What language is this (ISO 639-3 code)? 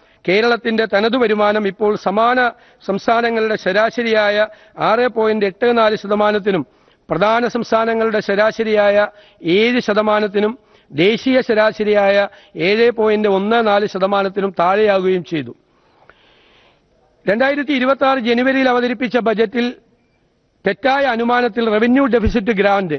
mal